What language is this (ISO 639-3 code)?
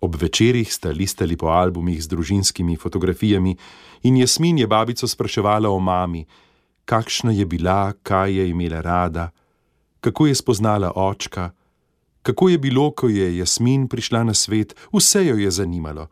slv